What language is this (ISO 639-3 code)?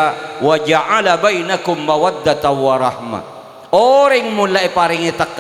mad